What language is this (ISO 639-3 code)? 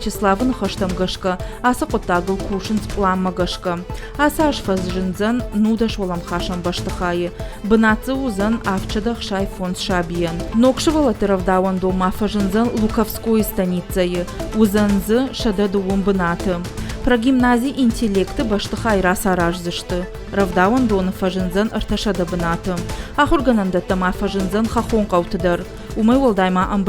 oss